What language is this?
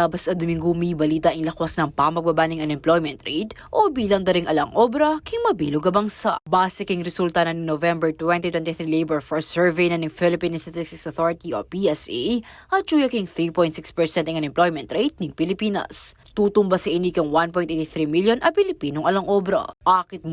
Pampanga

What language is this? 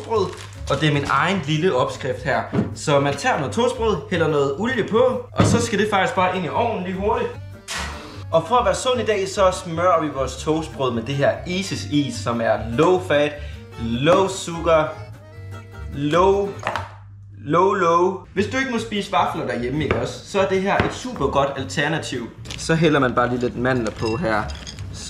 Danish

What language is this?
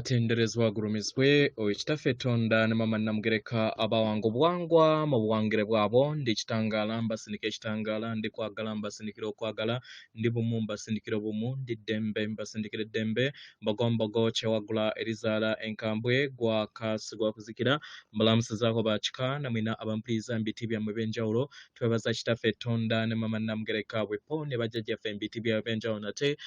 Ganda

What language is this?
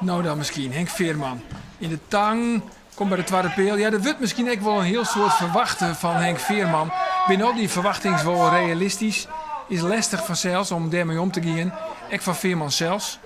Western Frisian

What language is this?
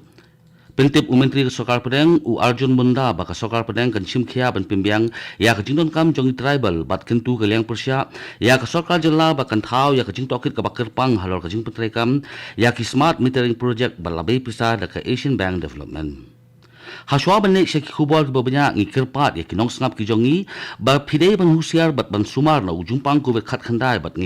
Khasi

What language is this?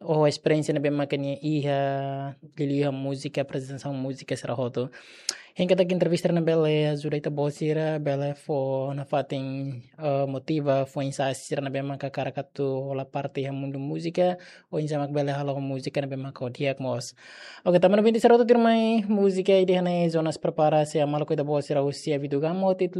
Tetum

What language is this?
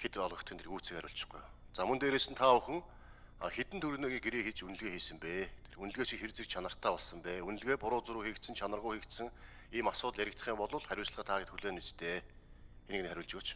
Mongolian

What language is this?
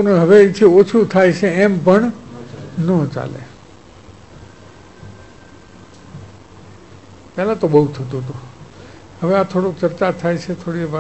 Gujarati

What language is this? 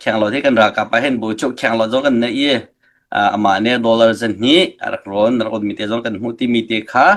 Hakha Chin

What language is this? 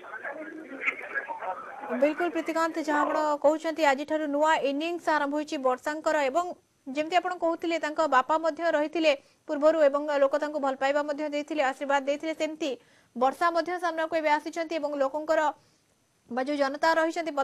Odia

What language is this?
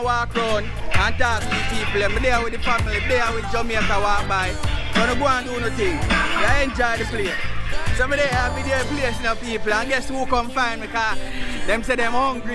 Jamaican Creole English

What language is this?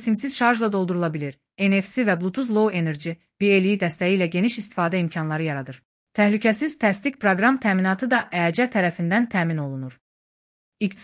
Azerbaijani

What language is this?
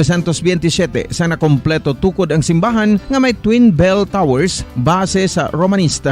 Hiligaynon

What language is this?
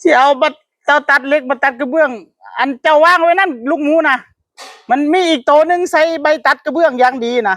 Northeastern Thai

